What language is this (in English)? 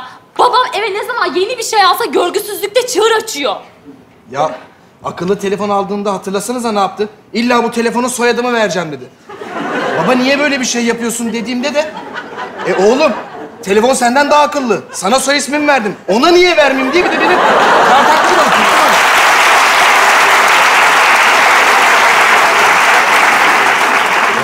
Turkish